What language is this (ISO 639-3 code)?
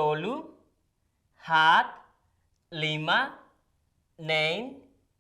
tet